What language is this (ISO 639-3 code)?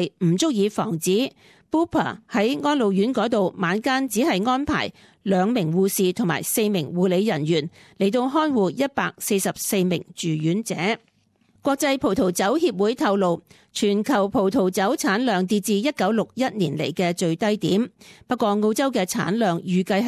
yue